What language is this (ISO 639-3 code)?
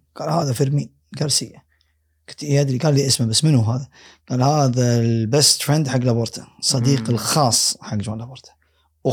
afb